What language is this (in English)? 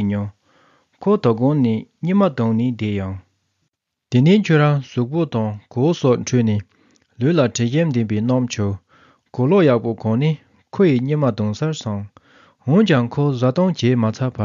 Tibetan